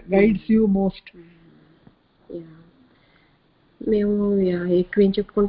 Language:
Telugu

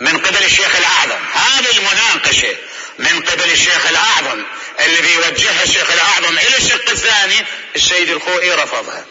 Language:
Mesopotamian Arabic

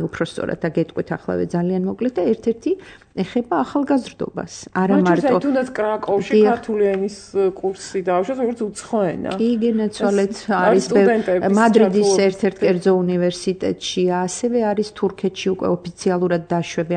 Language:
Georgian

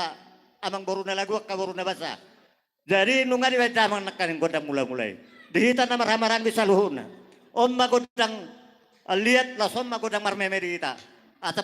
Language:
Batak Toba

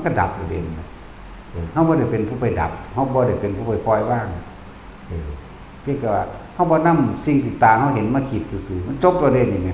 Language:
Northeastern Thai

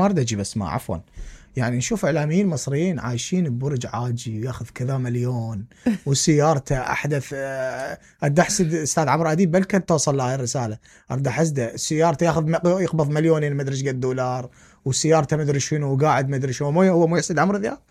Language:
Mesopotamian Arabic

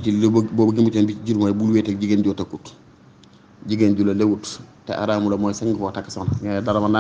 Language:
Wolof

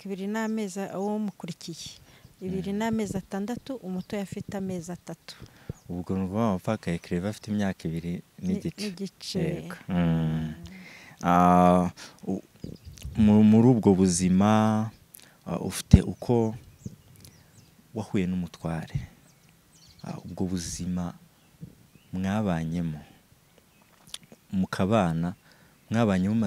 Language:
Kinyarwanda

